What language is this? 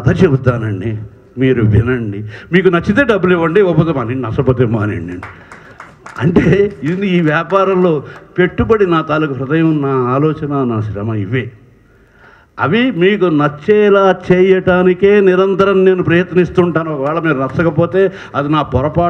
Telugu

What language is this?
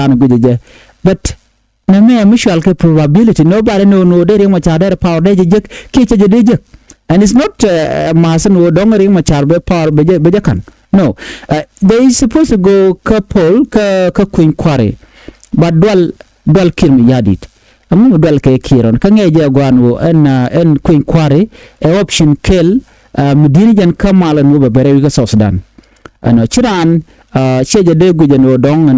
Nuer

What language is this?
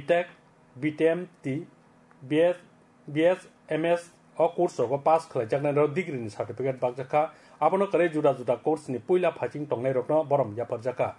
Kok Borok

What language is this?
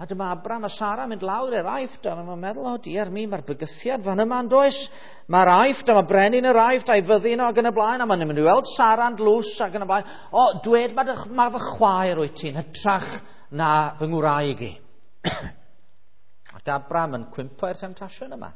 Welsh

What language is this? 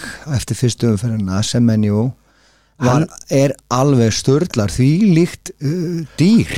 Icelandic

